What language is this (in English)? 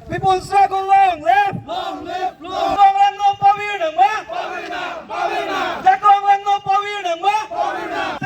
Karbi